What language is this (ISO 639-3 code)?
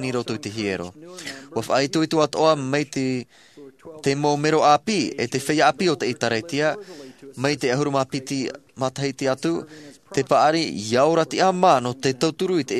tah